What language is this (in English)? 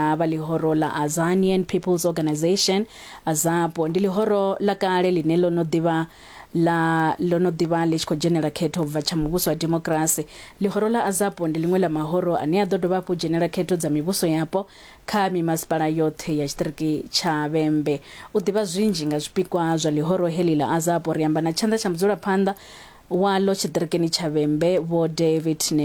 Venda